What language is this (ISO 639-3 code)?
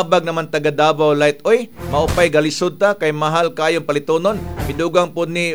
ceb